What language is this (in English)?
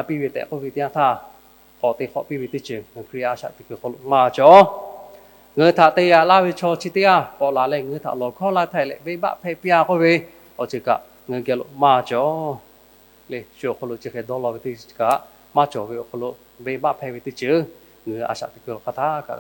Lahu